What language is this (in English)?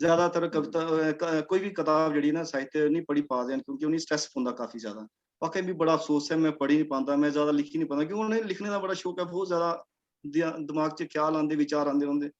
Dogri